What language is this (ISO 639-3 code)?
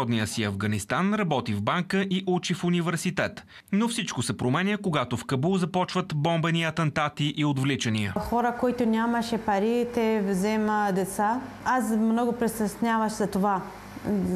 bul